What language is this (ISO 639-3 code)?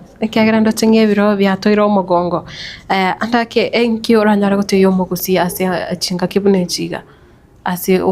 guz